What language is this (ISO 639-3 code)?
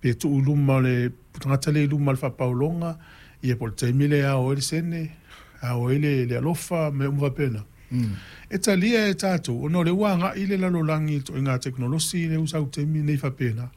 smo